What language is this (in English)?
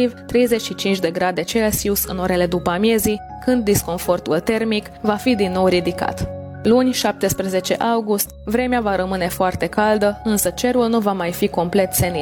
Romanian